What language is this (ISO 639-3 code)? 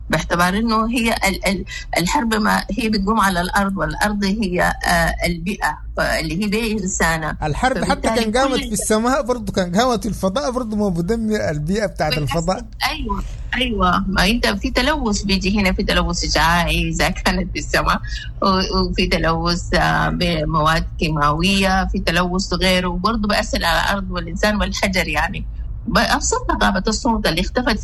apd